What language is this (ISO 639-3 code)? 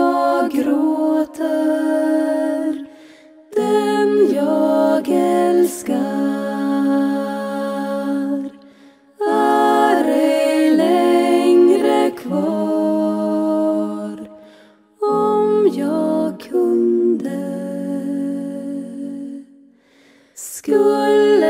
swe